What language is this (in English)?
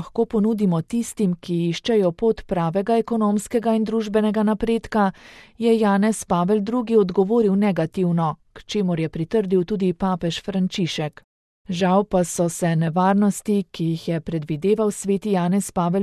Slovenian